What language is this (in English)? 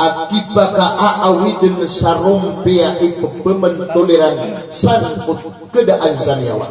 Maranao